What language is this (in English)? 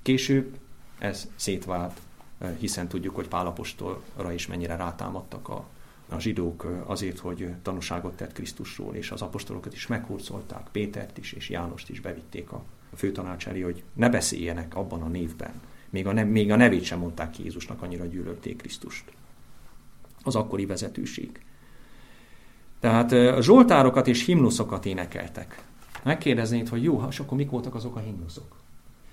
Hungarian